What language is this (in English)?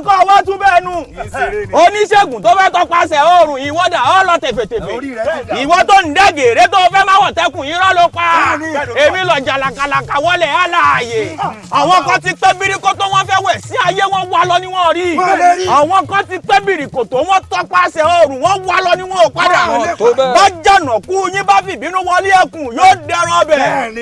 Yoruba